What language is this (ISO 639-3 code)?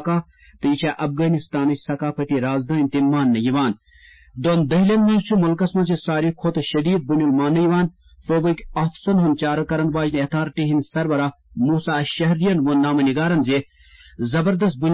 kas